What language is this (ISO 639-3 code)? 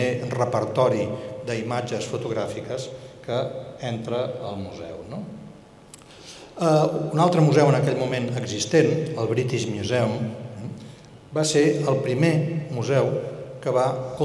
cat